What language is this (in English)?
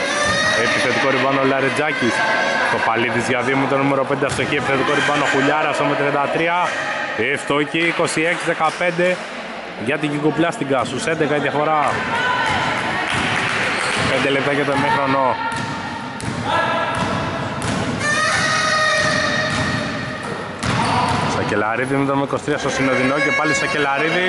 Greek